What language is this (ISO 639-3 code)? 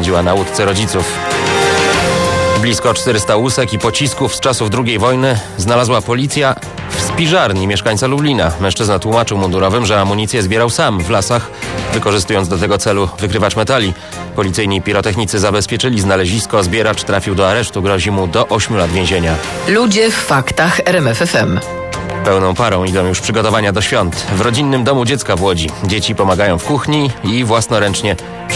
pol